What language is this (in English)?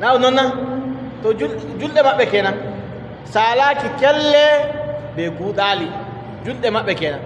Adamawa Fulfulde